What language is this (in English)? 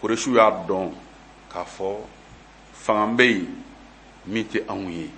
Bambara